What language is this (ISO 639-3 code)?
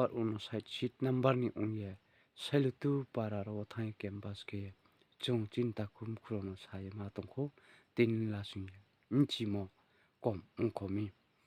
ria